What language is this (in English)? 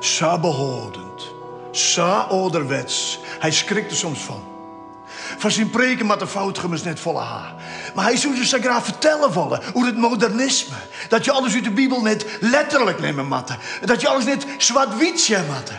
Western Frisian